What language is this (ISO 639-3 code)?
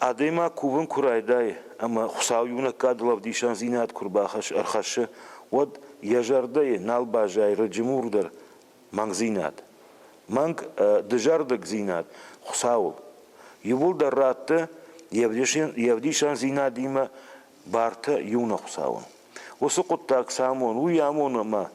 oss